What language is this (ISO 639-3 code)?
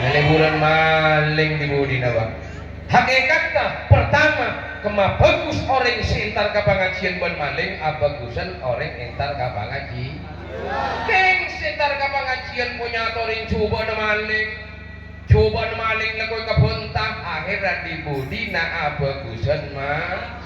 mad